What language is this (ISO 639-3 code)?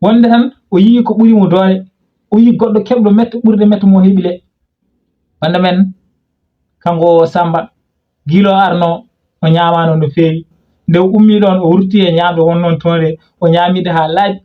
ful